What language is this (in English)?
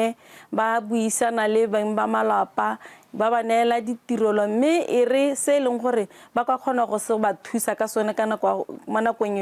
Tswana